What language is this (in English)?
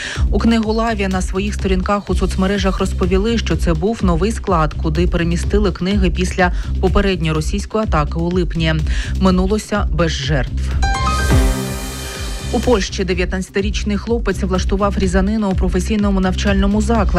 Ukrainian